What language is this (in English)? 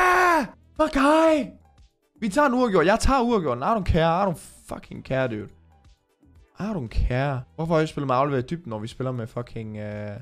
Danish